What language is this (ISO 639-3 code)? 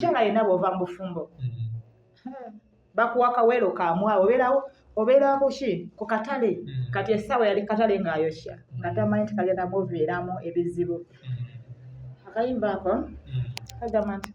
lug